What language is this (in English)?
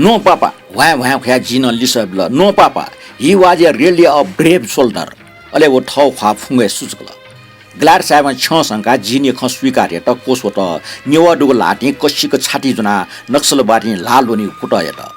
Newari